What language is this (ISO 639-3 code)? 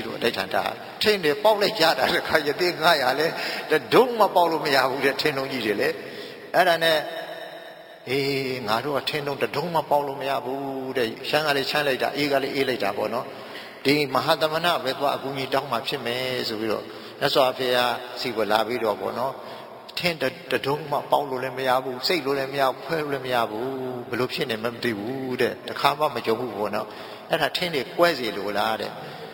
mya